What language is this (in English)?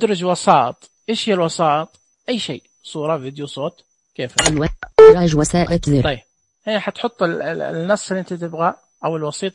Najdi Arabic